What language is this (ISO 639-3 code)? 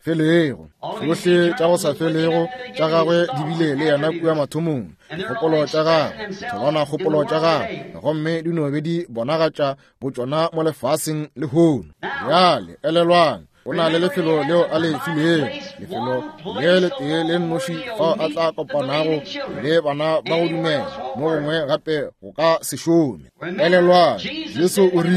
nso